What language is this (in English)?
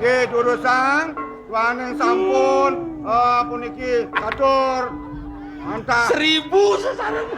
Balinese